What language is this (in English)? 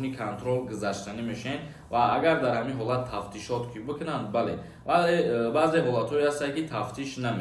Tajik